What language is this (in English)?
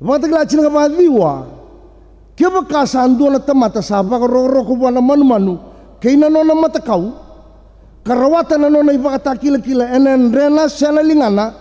Fijian